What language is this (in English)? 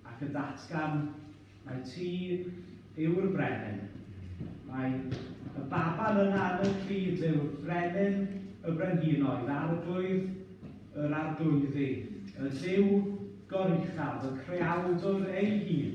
Welsh